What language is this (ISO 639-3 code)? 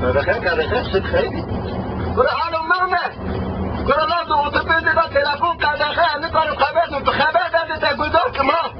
kur